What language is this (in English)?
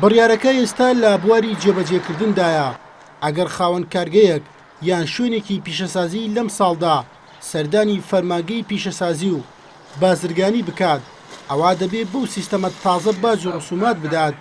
Central Kurdish